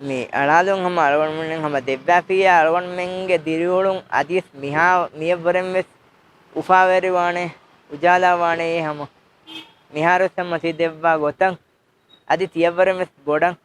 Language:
Divehi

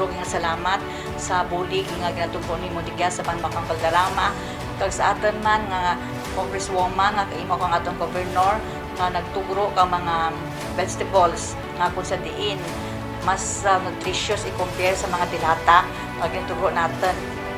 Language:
Kinaray-a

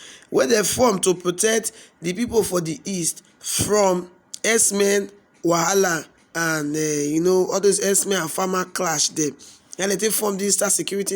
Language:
Nigerian Pidgin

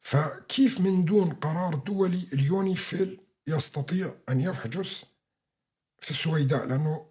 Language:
North Levantine Arabic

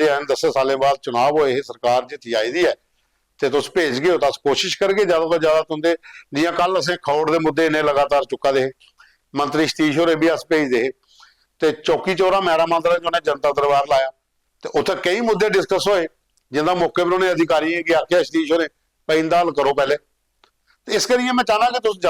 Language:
Dogri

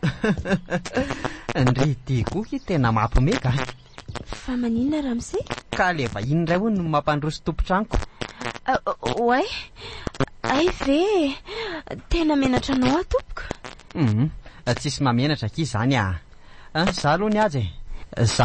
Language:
Malagasy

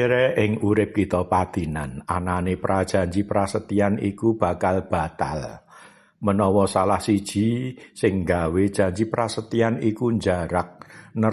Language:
Javanese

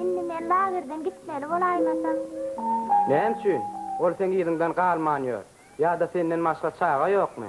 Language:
Turkmen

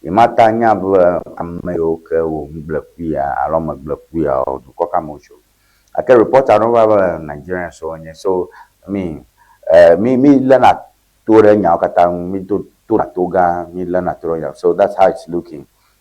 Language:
Ewe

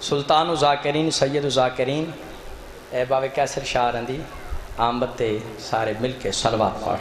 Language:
Saraiki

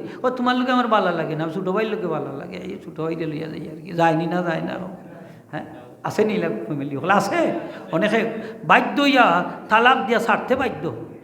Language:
Sylheti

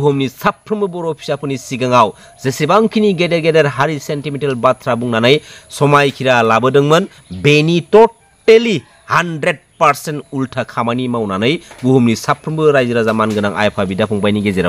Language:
Bodo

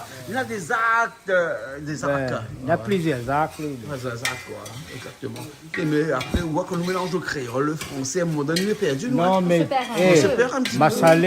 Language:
Réunion Creole French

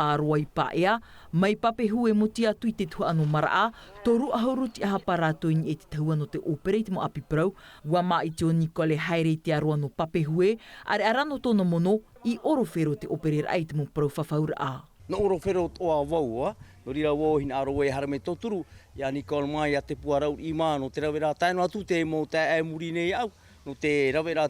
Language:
Tahitian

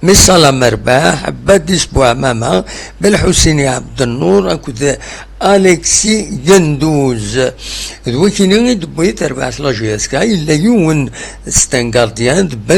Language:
Kabyle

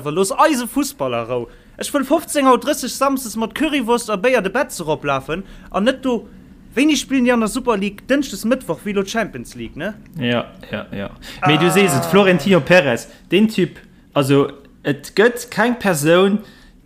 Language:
Luxembourgish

